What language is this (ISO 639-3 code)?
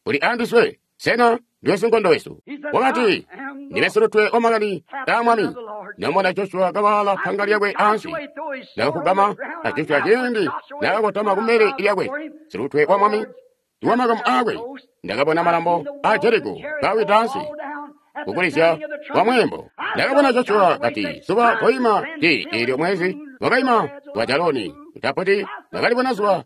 toi